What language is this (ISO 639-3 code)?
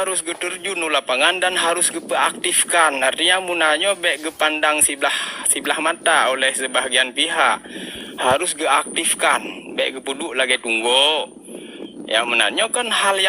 ace